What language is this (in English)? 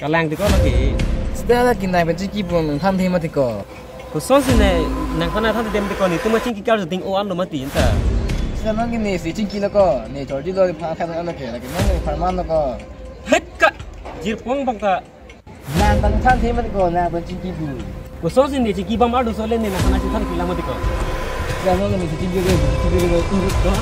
Karbi